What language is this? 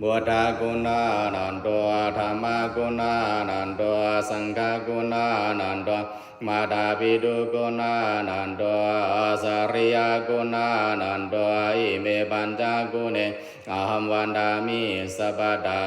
Pali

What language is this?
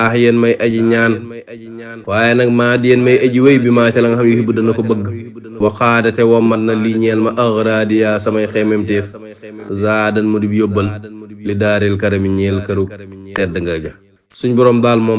Wolof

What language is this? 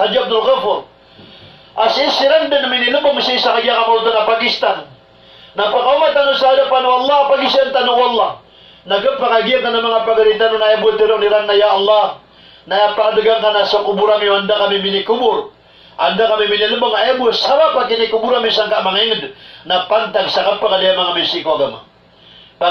Maranao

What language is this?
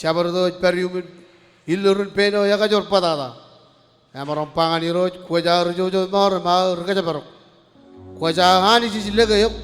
Marshallese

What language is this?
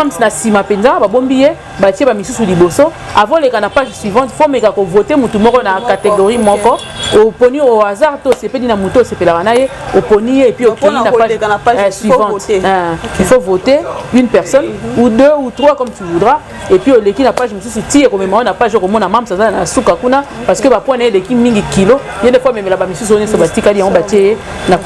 Lingala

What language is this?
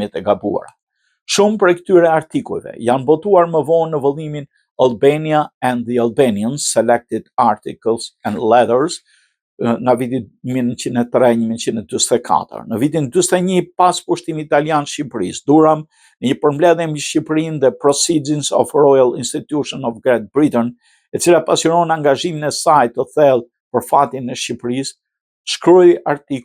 Albanian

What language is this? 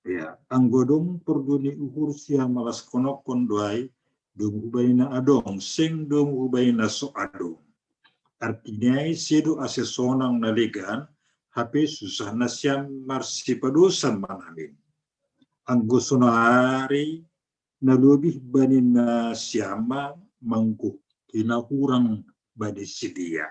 Batak Simalungun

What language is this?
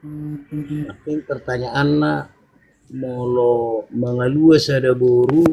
Batak Toba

